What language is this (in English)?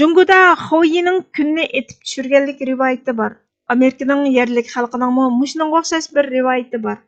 Uyghur